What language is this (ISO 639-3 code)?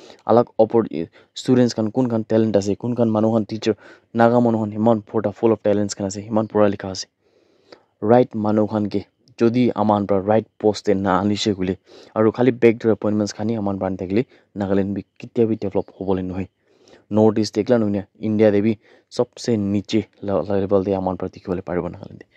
nag